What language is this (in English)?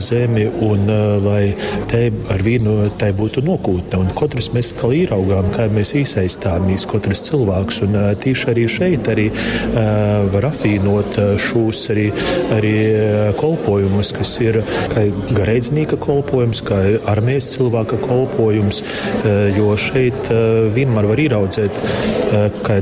Latgalian